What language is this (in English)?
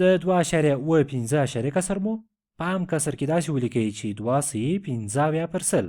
Pashto